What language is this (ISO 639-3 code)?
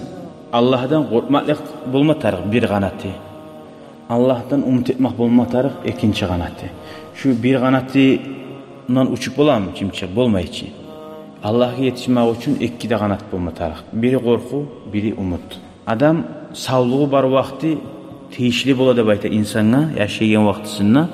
kum